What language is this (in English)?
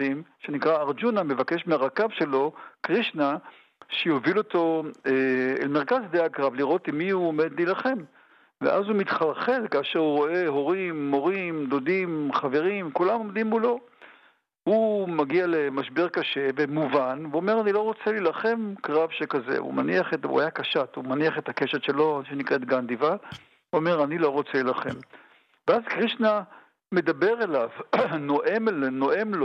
Hebrew